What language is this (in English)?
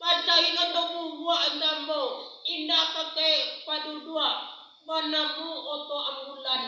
Minangkabau